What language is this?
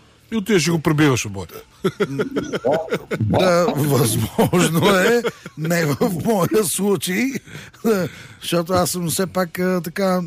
Bulgarian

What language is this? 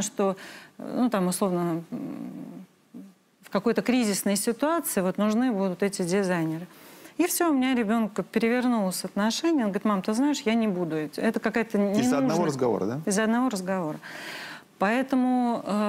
Russian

